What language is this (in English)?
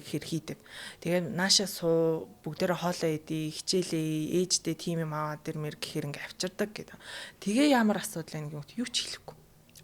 Mongolian